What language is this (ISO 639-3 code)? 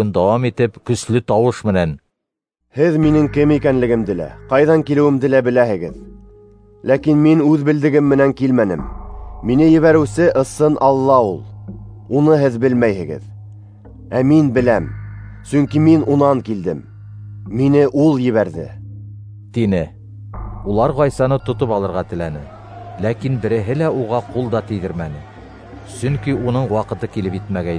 bak